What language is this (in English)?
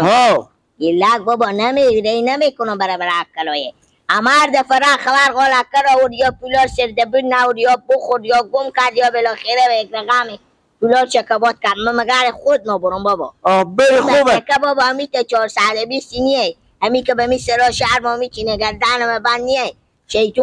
Persian